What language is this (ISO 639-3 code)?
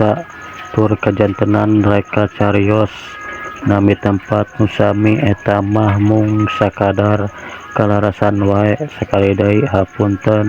sun